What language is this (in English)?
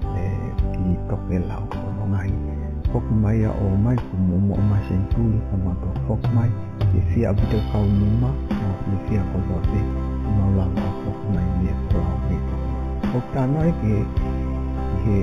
Tongan